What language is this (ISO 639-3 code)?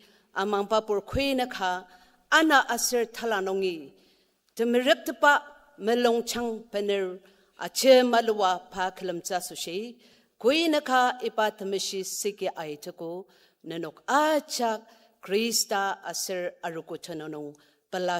njo